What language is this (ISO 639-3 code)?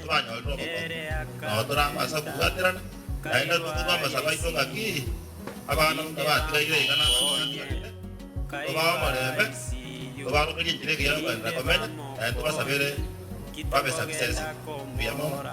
guz